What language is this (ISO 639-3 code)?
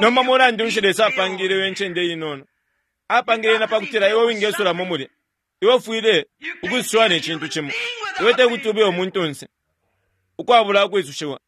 bem